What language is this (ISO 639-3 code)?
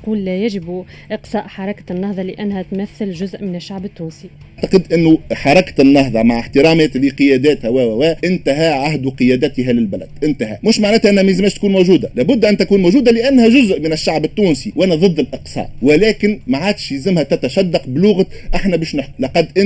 aeb